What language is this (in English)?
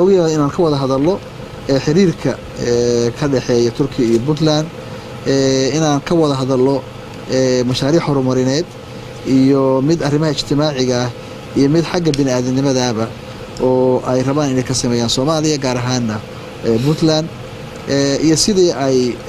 Somali